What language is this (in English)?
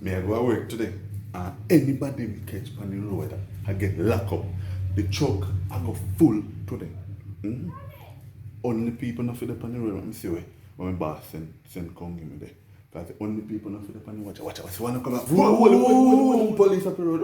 Jamaican Creole English